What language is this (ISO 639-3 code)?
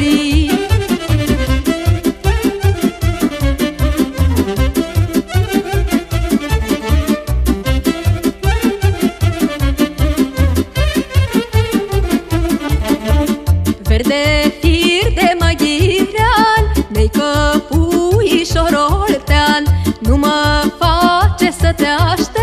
ron